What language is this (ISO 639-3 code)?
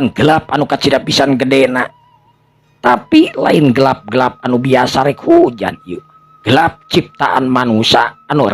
sun